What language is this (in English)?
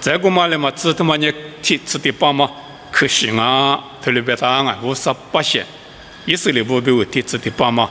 Lisu